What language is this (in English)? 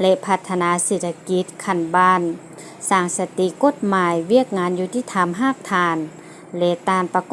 Lao